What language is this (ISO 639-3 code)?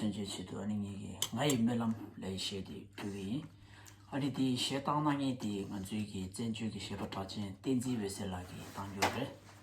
bod